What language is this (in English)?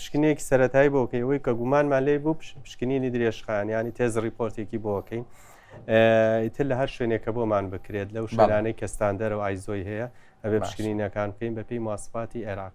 Central Kurdish